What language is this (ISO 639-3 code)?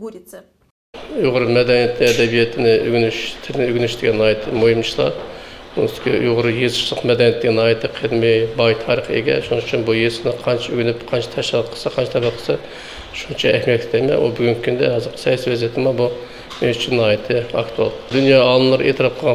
uig